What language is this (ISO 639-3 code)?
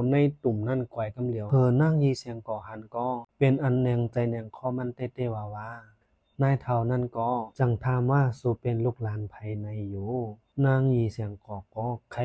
shn